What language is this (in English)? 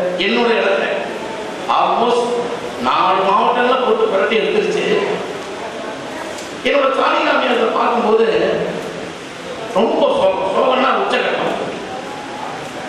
Tamil